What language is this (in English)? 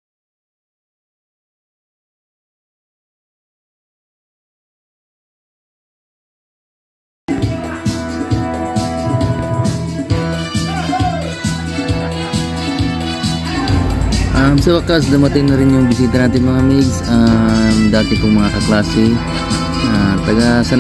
Filipino